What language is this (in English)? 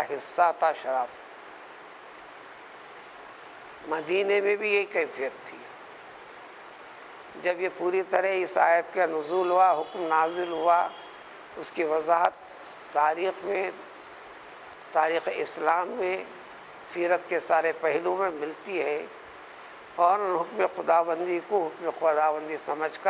Urdu